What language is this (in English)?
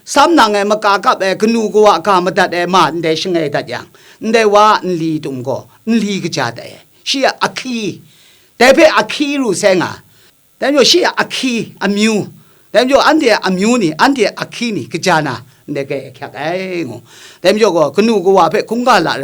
Kachin